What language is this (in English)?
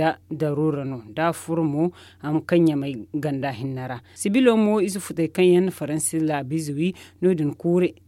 Zarma